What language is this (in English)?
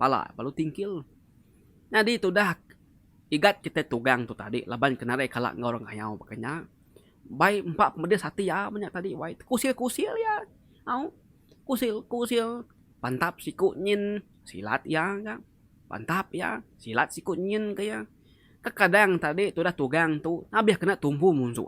Iban